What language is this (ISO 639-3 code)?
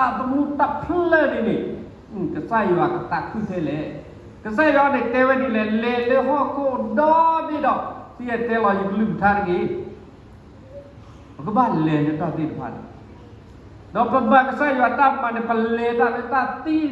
ksw